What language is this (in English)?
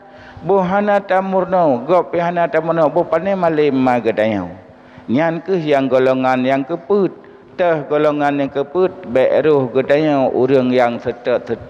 Achinese